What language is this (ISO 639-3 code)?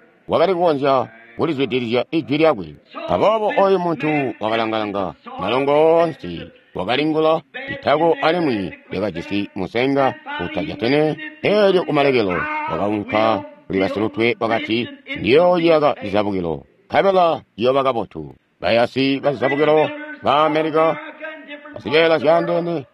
toi